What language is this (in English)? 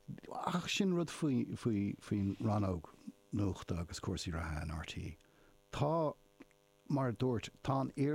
Irish